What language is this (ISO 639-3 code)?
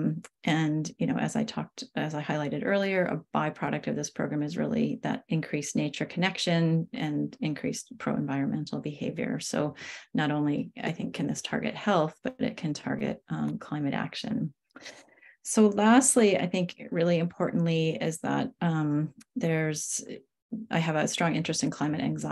eng